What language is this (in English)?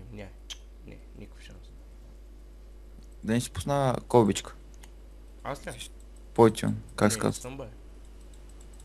Bulgarian